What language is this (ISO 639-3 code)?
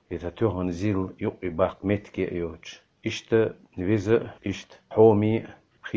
che